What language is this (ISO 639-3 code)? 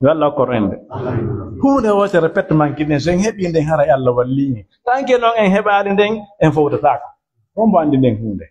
ful